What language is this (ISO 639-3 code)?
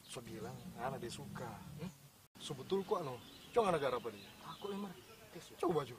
xmm